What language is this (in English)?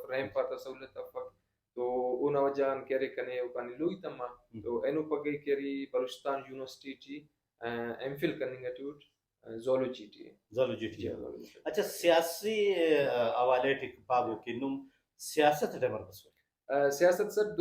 Brahui